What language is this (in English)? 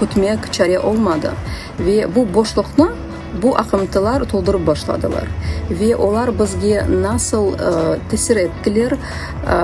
Crimean Tatar